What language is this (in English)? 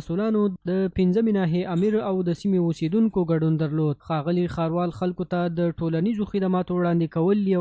Pashto